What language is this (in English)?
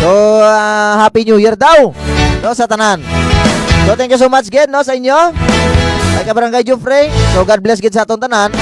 Hiligaynon